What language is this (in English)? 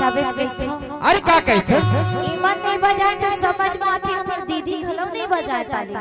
Chhattisgarhi